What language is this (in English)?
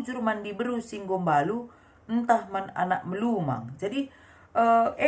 Batak Karo